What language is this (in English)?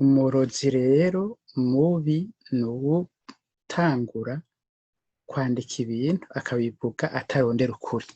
Rundi